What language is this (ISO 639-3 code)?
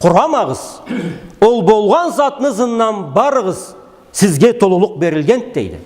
krc